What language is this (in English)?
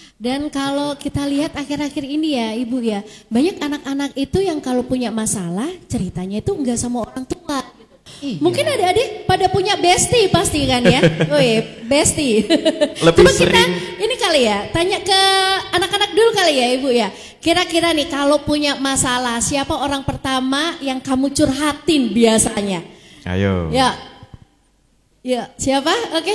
Indonesian